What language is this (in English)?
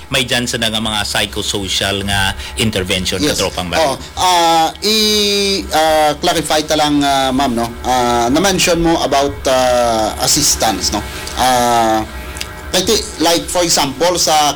Hiligaynon